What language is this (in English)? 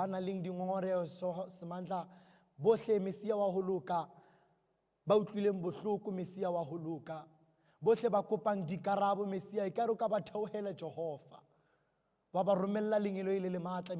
Southern Sotho